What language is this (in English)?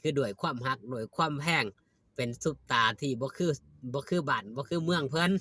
Northeastern Thai